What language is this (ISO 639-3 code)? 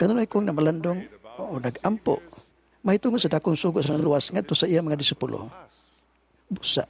ceb